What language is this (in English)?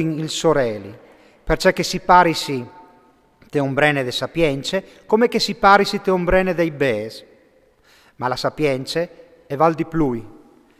Friulian